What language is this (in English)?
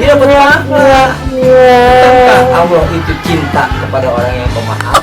Betawi